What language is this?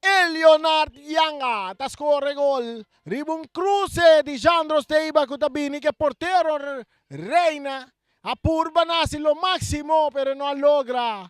Papiamento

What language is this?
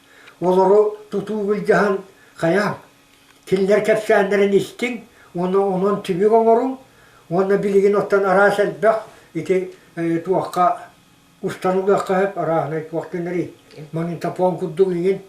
Yakut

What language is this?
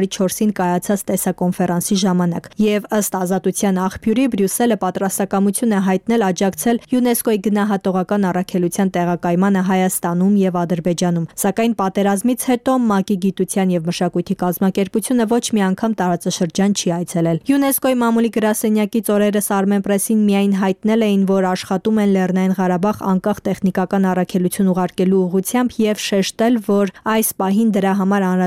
Armenian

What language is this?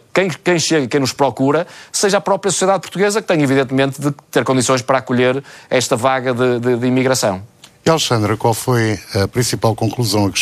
Portuguese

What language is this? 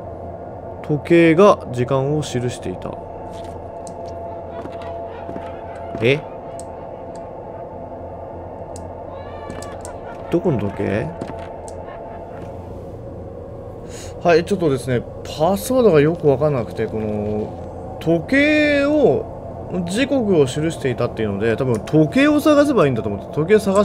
Japanese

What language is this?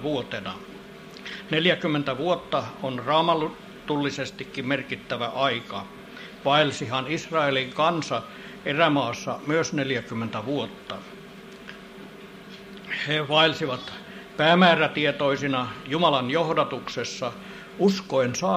Finnish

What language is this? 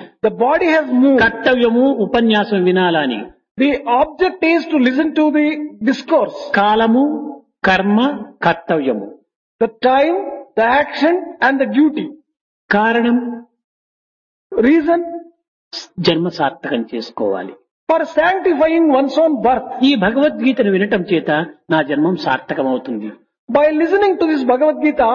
Telugu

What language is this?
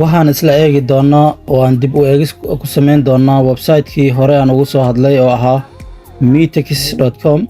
Somali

